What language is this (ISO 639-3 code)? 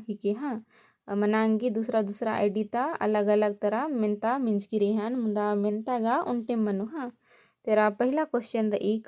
kru